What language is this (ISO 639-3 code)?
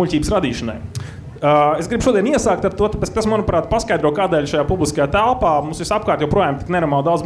lav